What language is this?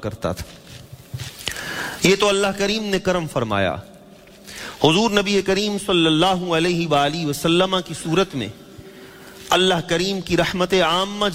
Urdu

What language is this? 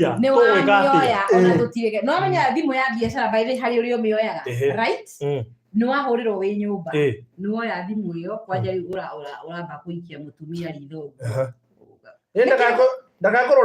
Kikuyu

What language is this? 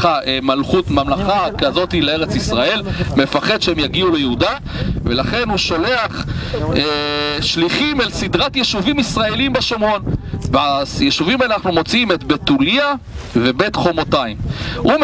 Hebrew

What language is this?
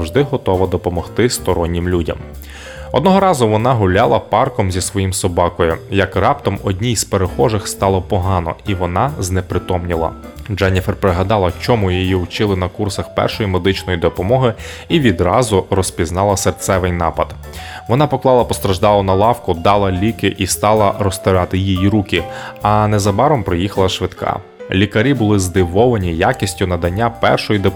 Ukrainian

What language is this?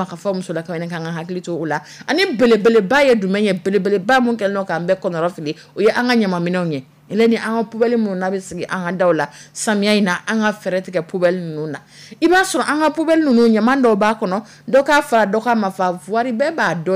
Dyula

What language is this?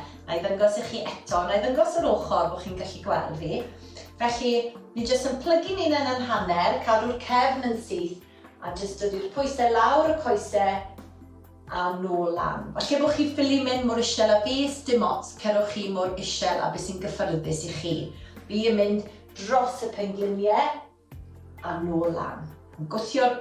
Welsh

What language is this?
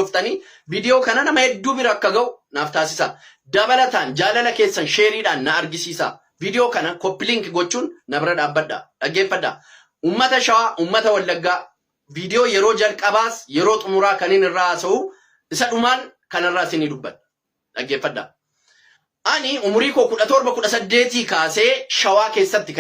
Oromo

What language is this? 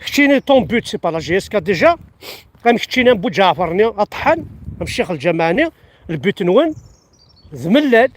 Kabyle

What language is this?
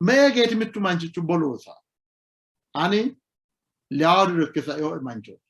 Sidamo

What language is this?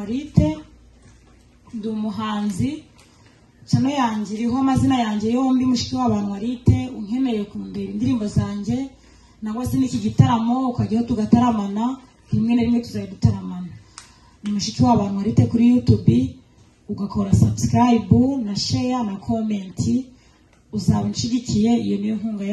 Kinyarwanda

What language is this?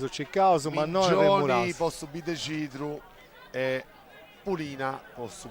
Sardinian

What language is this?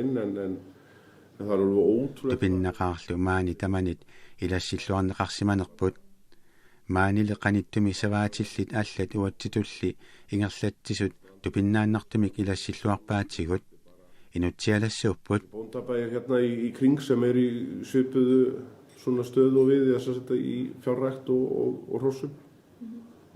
Kalaallisut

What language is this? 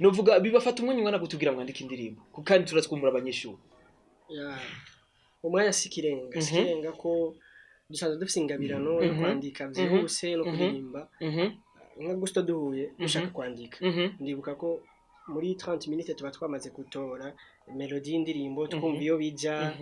Rundi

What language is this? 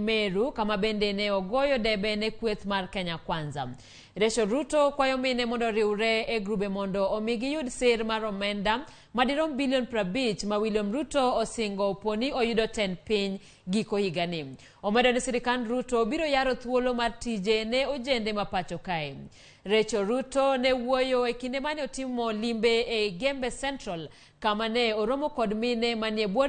Luo (Kenya and Tanzania)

